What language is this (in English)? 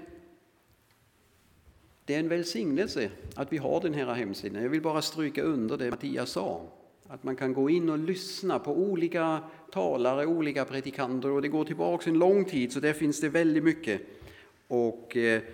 Swedish